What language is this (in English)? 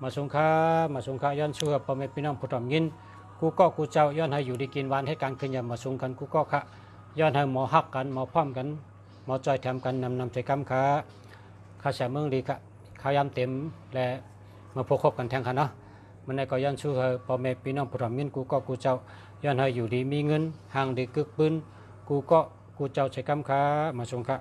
Shan